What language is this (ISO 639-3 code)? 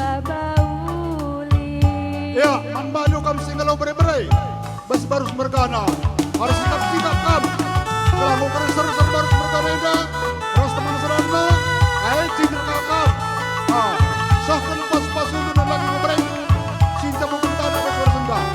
btx